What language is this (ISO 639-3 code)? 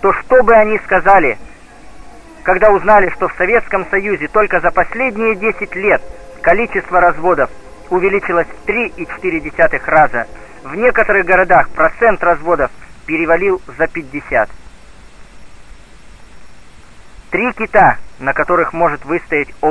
rus